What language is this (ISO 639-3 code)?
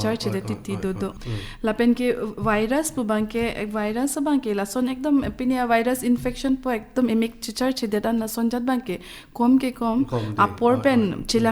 mjw